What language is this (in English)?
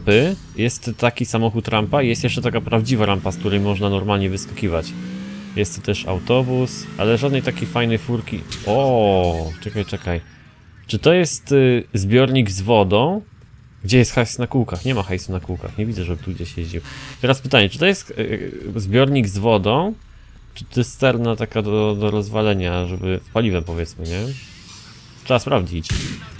Polish